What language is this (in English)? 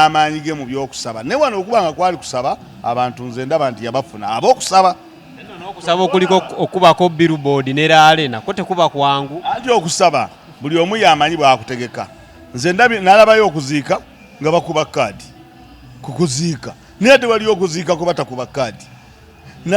Ganda